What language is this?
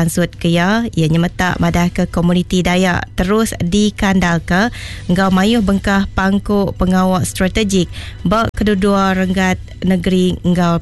Iban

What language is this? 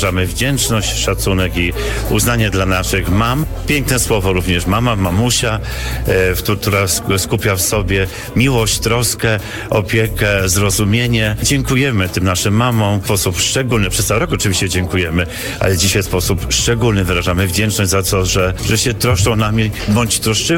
Polish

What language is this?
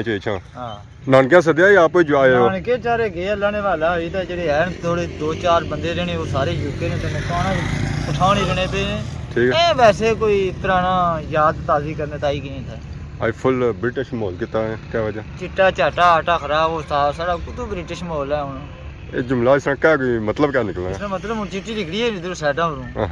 Pahari-Potwari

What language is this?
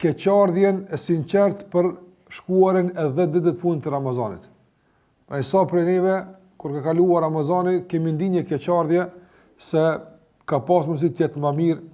Albanian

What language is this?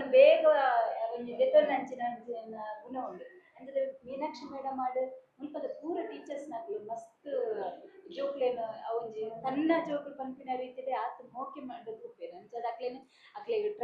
Tulu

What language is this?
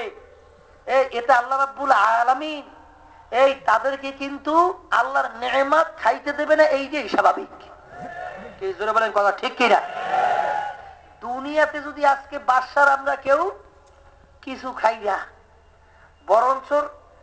Bangla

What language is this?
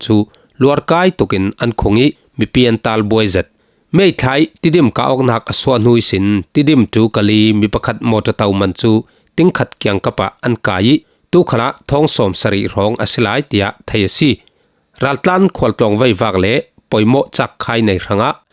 Falam Chin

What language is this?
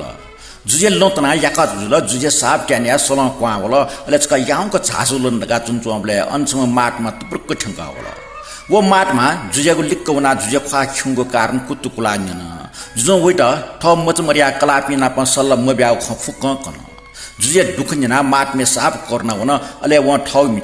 Newari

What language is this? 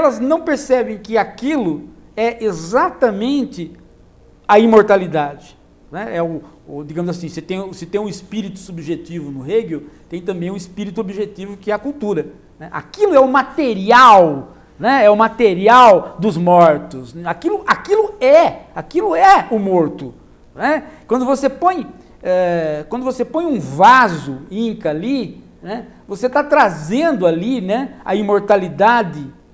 Portuguese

